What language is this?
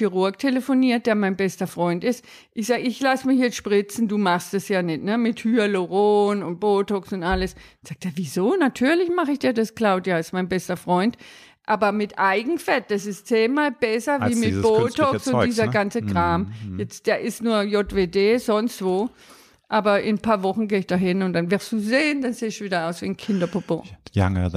German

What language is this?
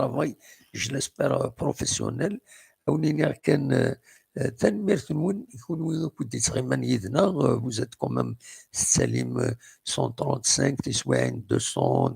Kabyle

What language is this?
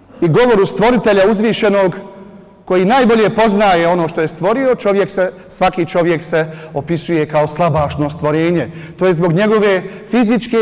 Bosnian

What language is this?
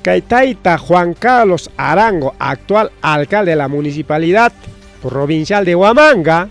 Ayacucho Quechua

